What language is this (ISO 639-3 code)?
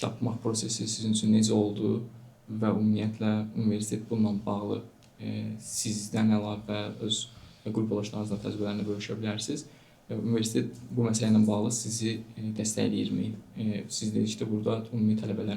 aze